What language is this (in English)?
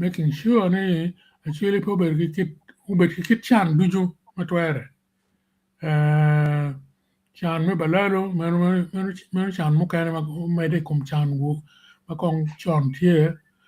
Acoli